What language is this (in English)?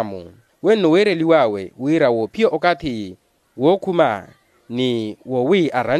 Makhuwa